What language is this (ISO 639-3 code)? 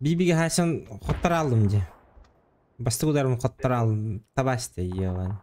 sah